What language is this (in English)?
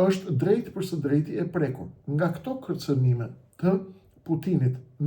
Albanian